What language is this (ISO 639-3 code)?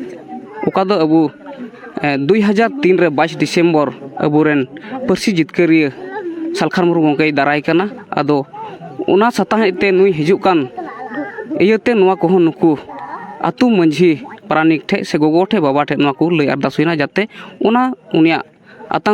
sat